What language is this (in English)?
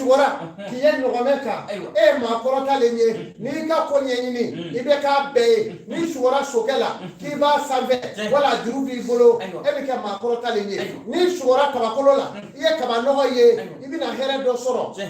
Bambara